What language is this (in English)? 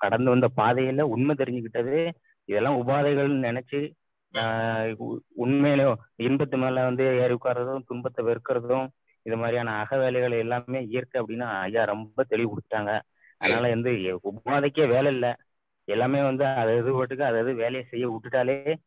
Tamil